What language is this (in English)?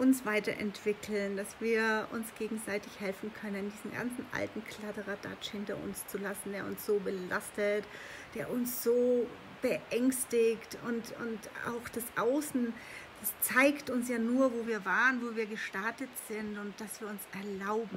German